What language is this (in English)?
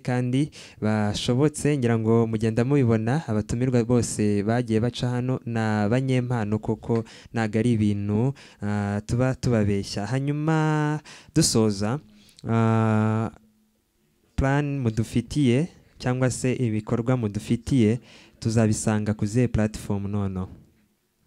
Kinyarwanda